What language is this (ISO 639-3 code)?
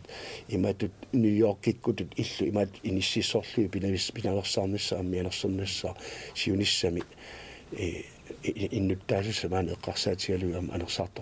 kal